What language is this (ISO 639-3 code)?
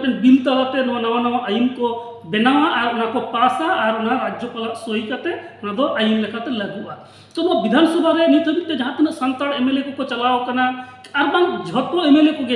sat